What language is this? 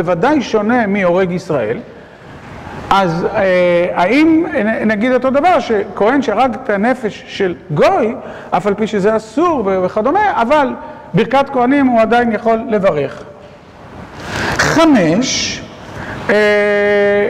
Hebrew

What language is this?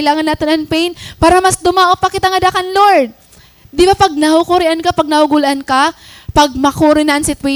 Waray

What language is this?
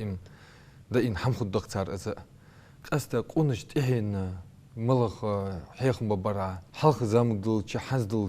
Ingush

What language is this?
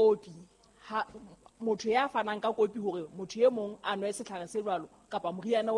Southern Sotho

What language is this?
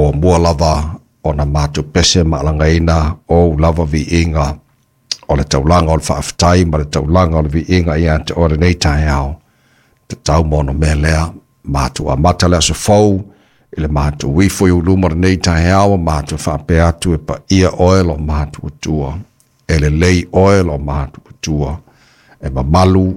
Samoan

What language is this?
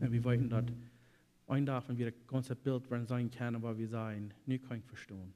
Plautdietsch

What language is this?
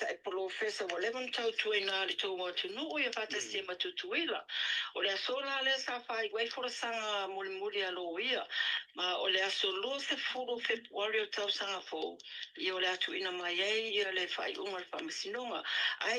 Samoan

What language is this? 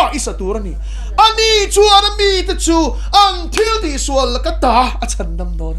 Mizo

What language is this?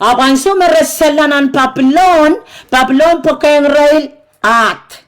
Pohnpeian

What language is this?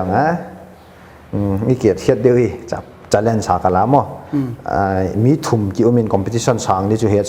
Paite Chin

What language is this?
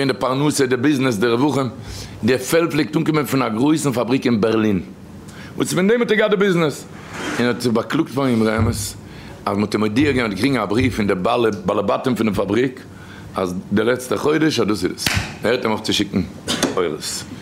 Yiddish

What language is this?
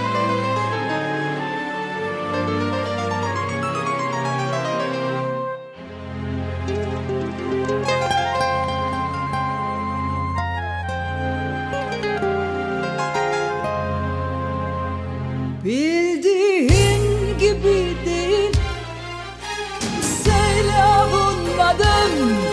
Turkish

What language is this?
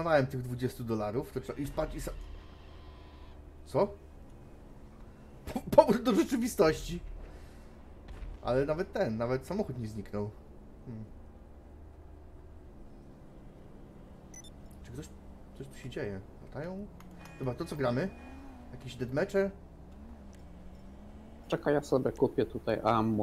Polish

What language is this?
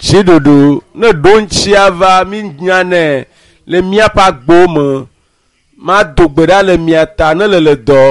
Ewe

